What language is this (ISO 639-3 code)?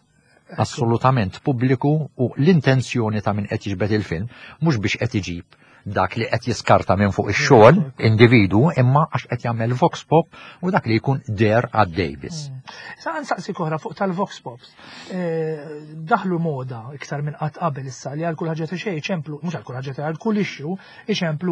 mlt